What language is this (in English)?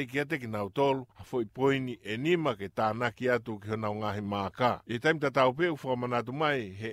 Tongan